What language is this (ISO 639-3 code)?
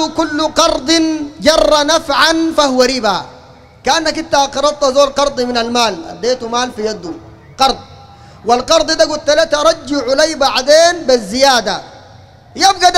apd